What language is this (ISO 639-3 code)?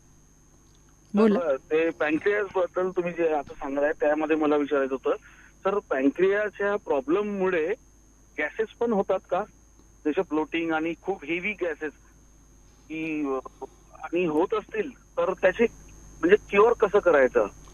mar